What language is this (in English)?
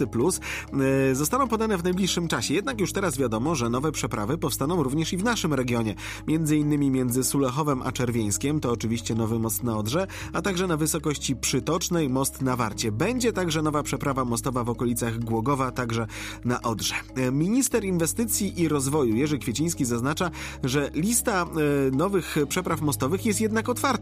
Polish